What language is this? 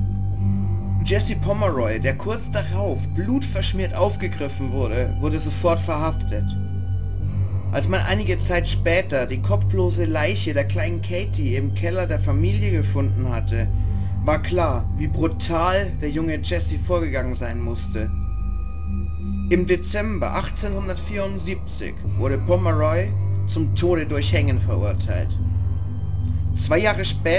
German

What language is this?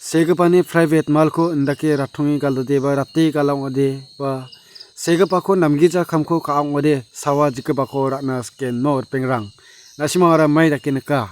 Garo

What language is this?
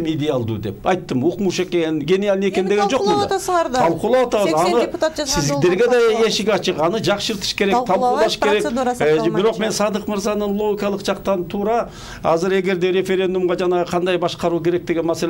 Kyrgyz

